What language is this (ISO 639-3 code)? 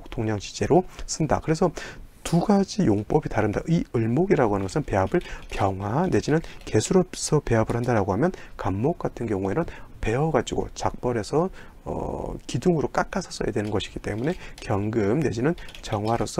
kor